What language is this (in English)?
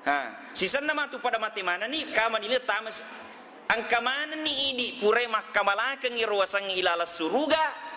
Buginese